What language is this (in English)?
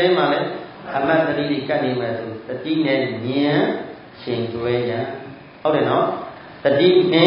Burmese